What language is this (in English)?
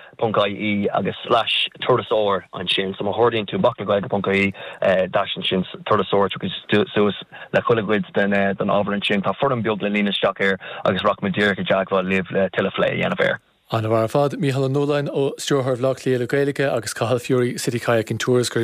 Irish